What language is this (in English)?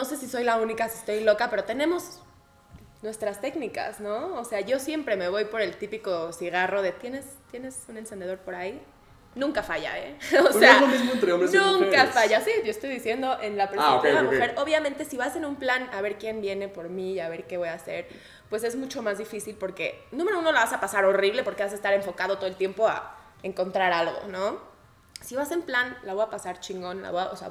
Spanish